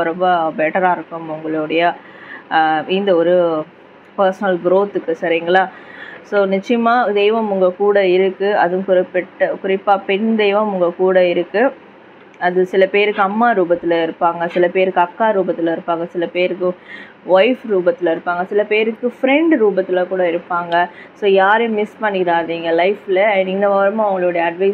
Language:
Tamil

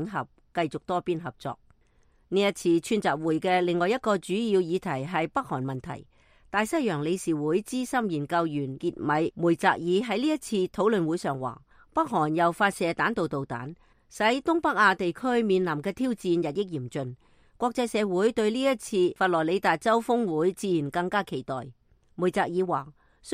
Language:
Cantonese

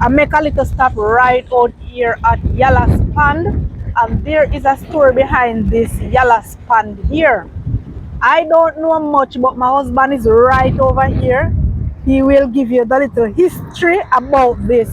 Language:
Jamaican Creole English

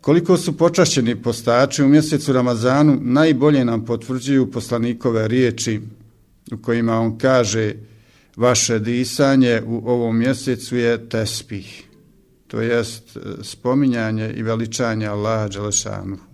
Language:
Bosnian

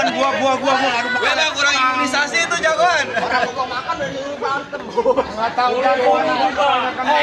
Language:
Betawi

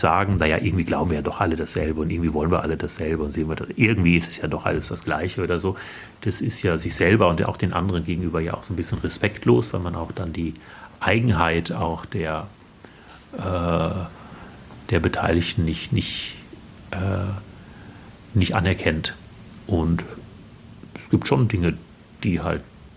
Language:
German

